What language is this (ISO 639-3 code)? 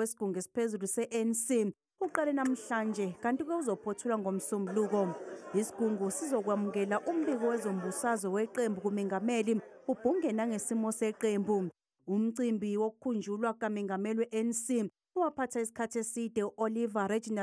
zul